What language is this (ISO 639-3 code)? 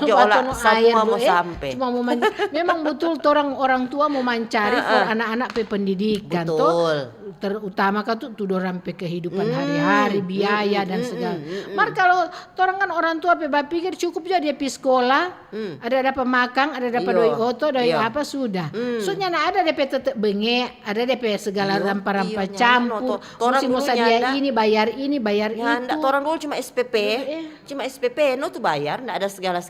xmm